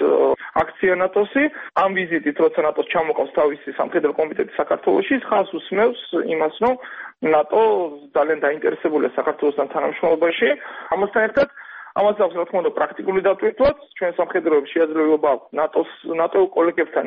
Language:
Georgian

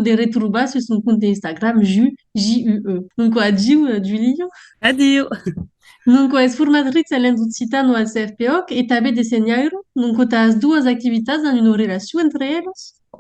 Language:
Occitan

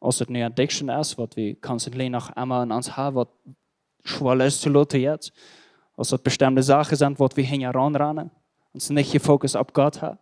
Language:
Plautdietsch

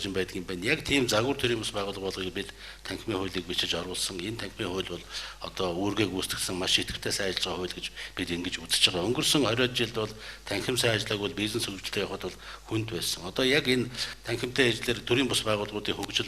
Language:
Mongolian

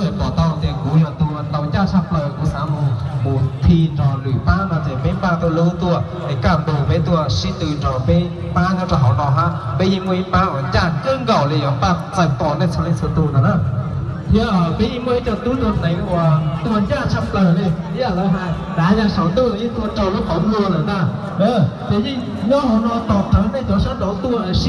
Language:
Hmong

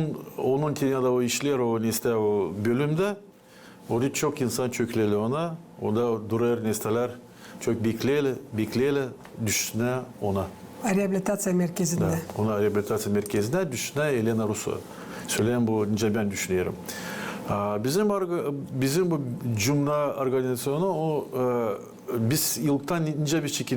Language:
Gagauz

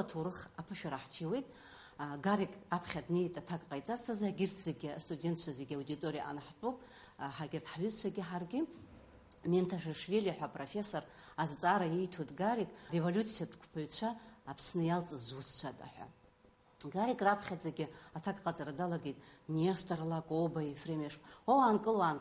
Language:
Abkhazian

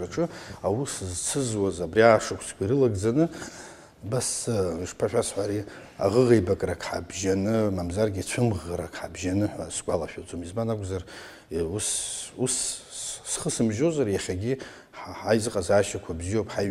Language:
Abkhazian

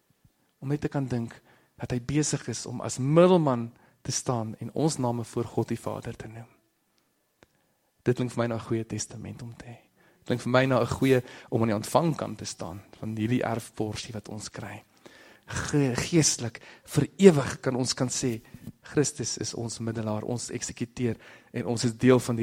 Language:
Afrikaans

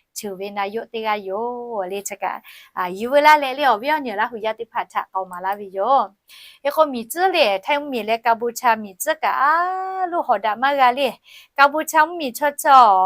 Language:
Lahu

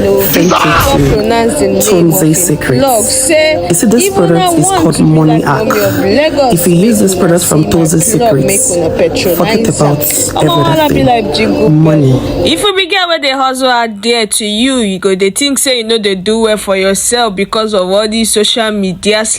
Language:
Nigerian Pidgin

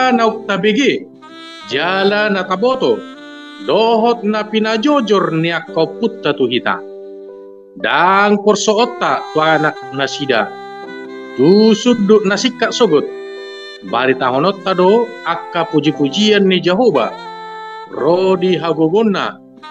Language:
Batak Toba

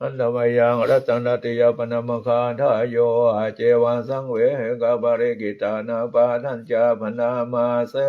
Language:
Pali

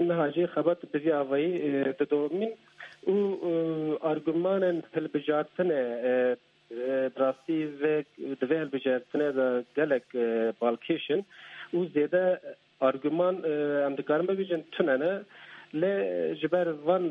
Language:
Kurdish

